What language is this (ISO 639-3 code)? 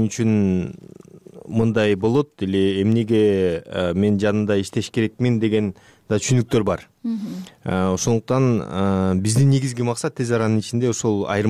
kir